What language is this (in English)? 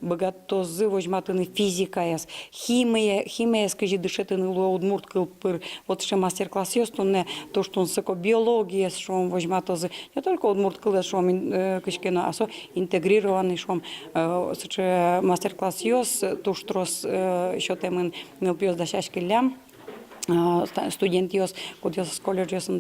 Udmurt